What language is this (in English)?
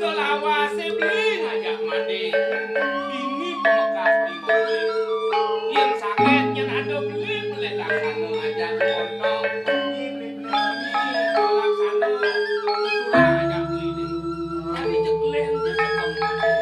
Balinese